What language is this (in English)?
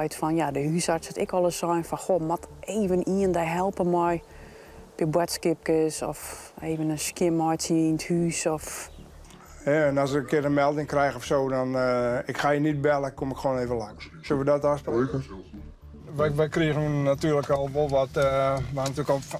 Western Frisian